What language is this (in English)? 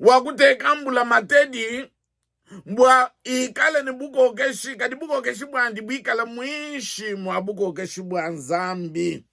Luba-Lulua